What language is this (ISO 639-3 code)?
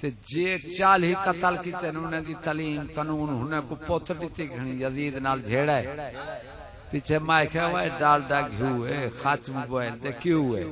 skr